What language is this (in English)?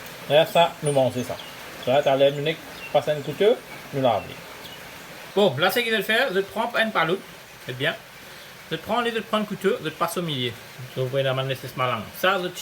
Morisyen